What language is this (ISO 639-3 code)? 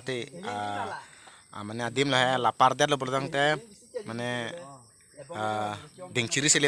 mjw